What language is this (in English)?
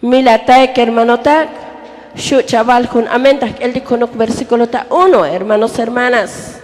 Tzotzil